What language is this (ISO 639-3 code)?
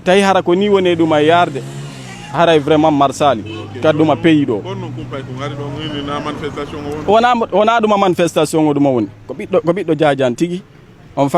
ful